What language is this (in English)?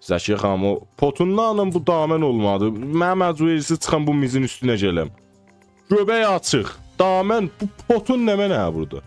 South Azerbaijani